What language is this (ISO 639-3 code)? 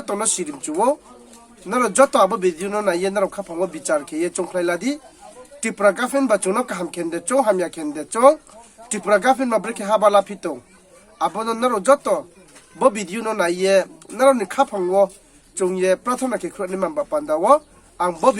ria